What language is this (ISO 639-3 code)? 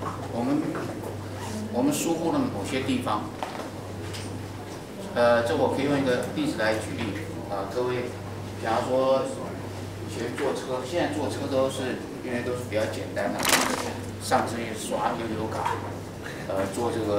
zho